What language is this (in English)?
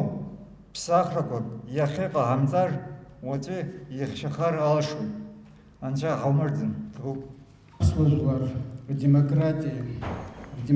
Abkhazian